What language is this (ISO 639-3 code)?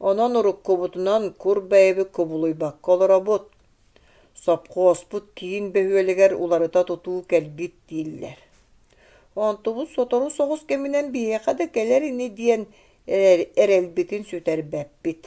sah